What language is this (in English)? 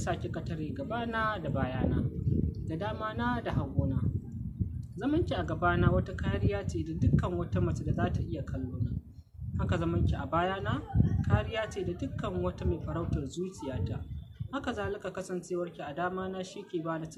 Hausa